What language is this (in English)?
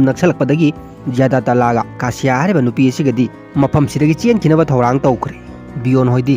Manipuri